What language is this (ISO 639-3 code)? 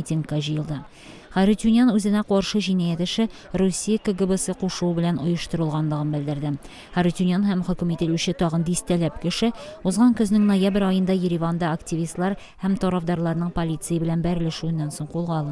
tat